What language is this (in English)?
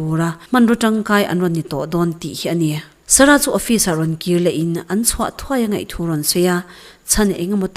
Mizo